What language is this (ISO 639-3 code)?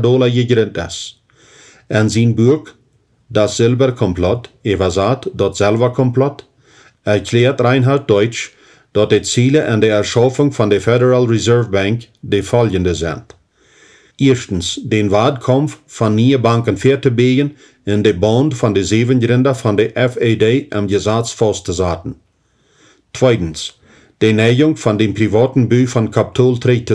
pdt